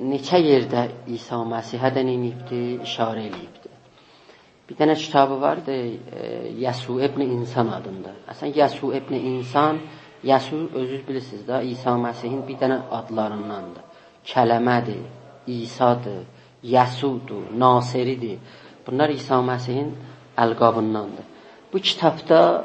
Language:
South Azerbaijani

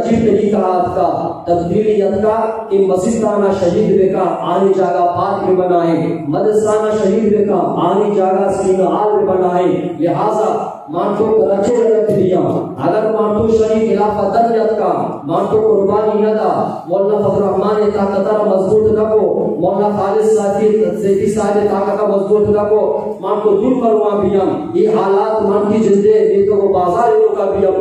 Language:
Eastern Balochi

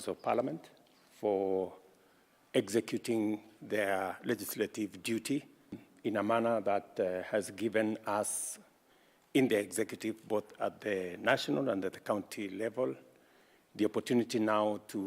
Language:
Kamba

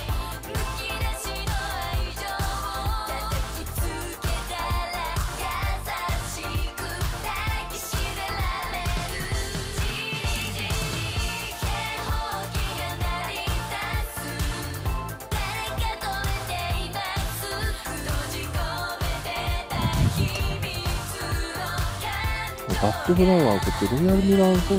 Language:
Japanese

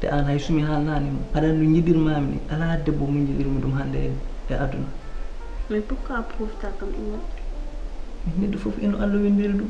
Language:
Fula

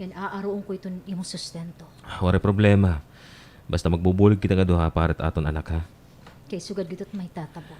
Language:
Waray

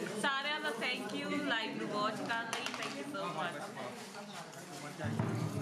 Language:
Punjabi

